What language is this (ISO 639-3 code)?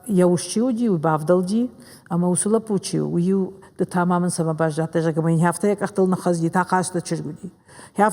oss